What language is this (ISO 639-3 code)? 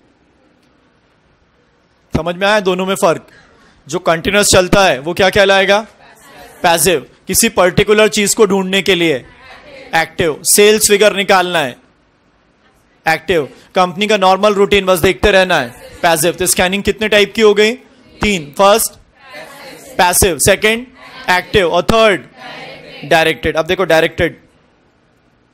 hin